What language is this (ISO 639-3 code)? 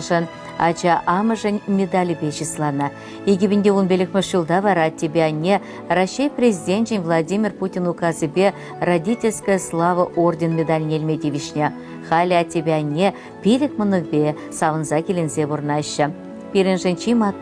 chv